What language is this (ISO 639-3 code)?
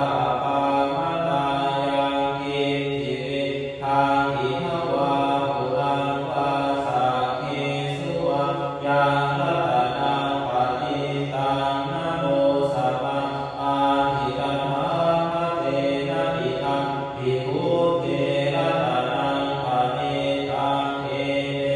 pli